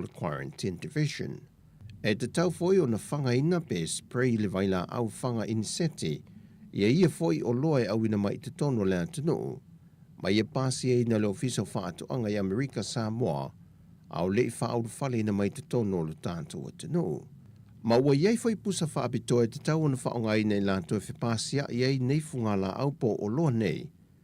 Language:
Samoan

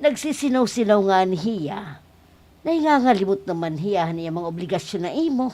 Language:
Waray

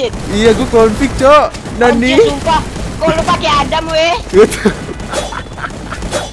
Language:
Indonesian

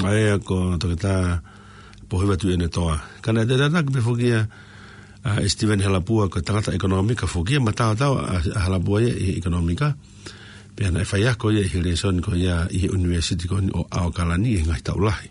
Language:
Tongan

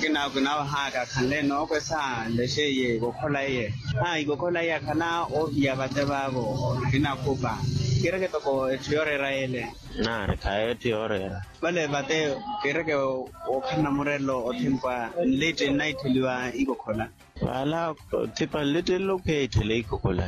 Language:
Makhuwa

